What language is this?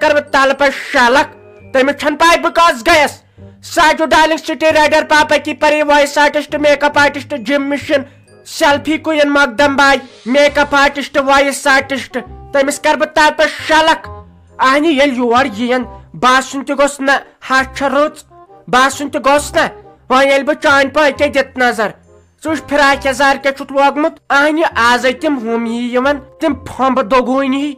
Kashmiri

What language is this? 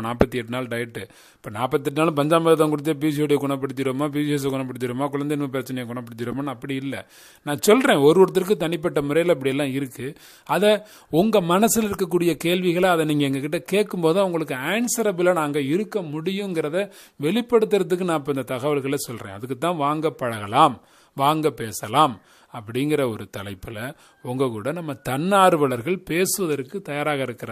Tamil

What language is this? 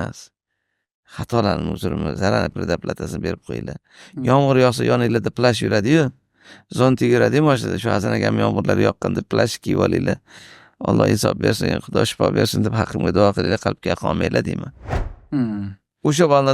Uzbek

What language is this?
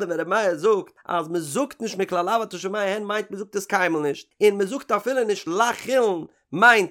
Yiddish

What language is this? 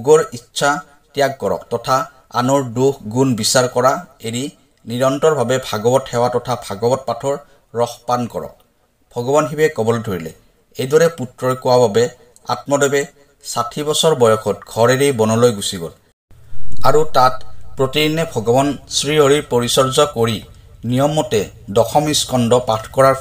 Assamese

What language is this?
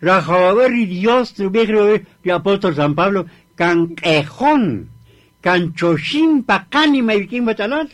Kaqchikel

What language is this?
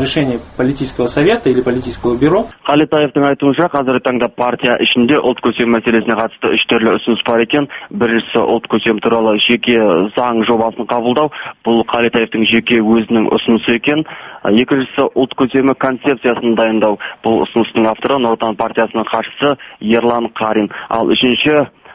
Kazakh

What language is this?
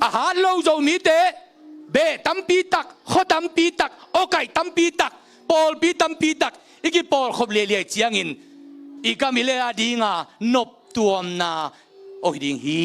Tedim Chin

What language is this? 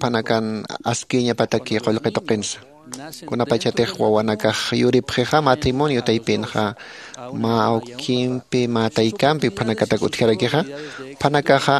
Aymara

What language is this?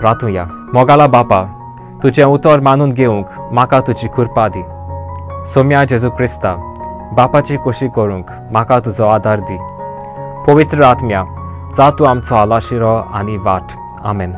Konkani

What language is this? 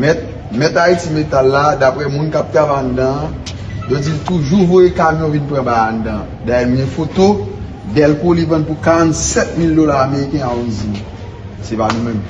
Haitian Creole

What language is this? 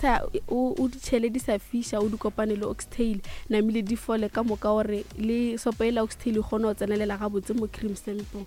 Northern Sotho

